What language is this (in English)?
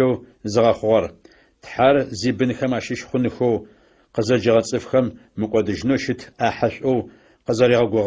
Adyghe